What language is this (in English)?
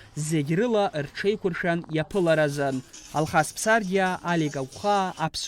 Abkhazian